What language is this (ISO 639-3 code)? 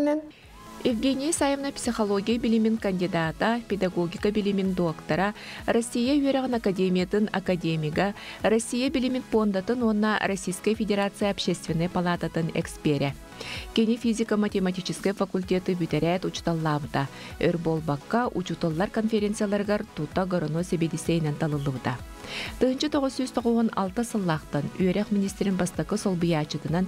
sah